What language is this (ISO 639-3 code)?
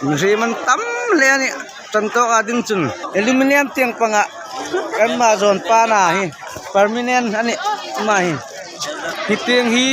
hmr